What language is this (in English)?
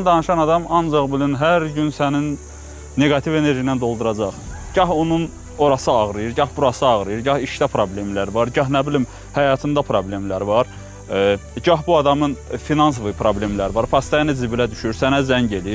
Azerbaijani